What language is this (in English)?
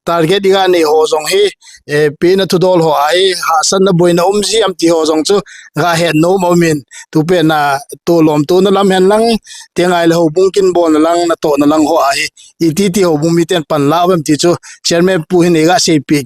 Thado Chin